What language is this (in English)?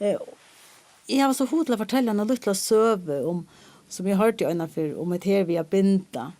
Faroese